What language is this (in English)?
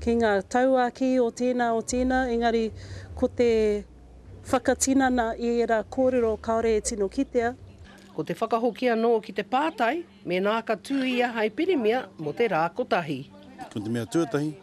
Māori